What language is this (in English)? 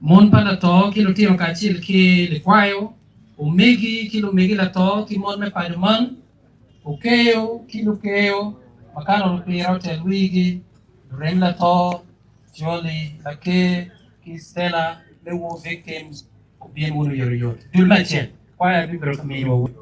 Acoli